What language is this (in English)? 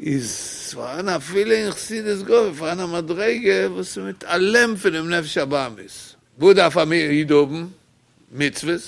Yiddish